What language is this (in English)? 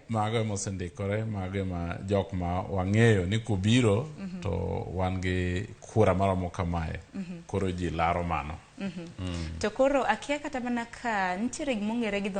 Luo (Kenya and Tanzania)